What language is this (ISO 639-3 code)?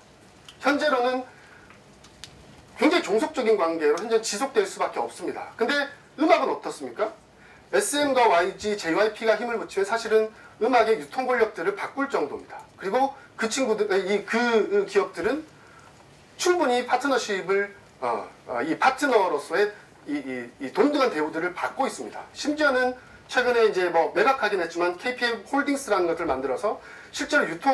kor